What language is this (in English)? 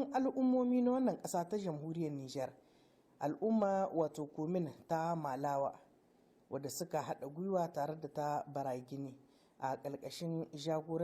Hausa